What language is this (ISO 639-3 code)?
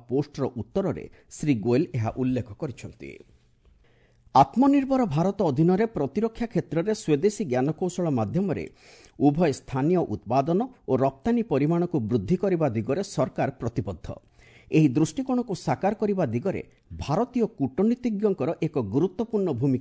ori